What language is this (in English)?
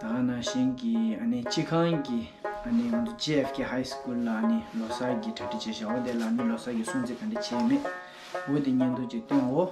Tibetan